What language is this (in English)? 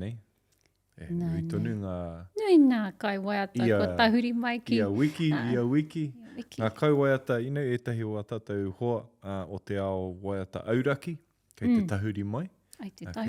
Māori